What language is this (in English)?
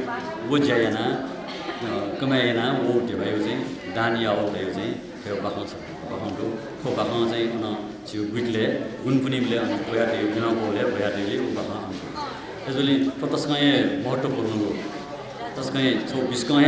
Newari